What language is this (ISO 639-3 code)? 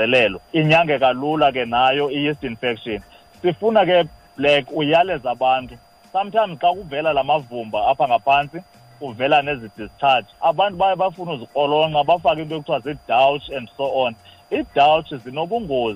xho